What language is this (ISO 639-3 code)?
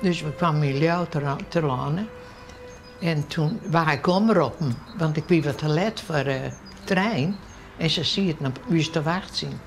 fry